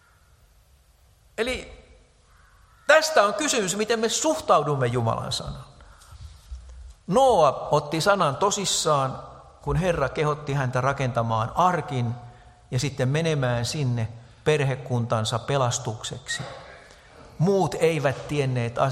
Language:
Finnish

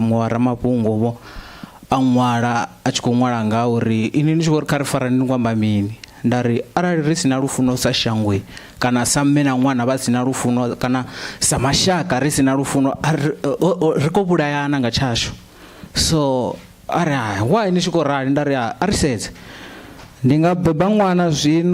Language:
Venda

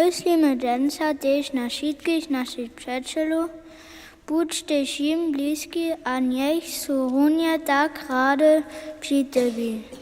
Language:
Upper Sorbian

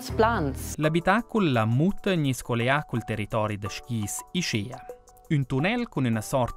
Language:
Romansh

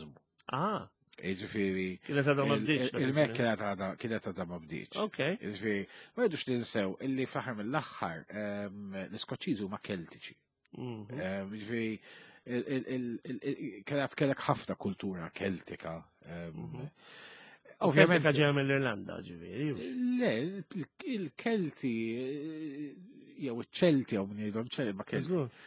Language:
Maltese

